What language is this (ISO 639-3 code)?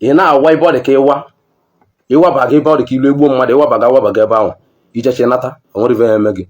ibo